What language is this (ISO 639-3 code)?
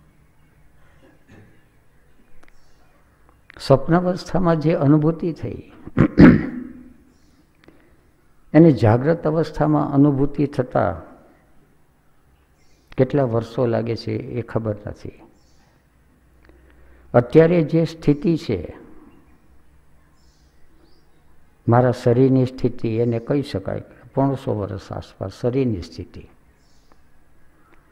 guj